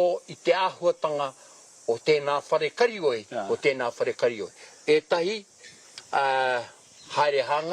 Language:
Māori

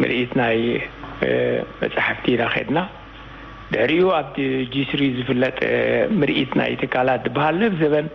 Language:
Tigrinya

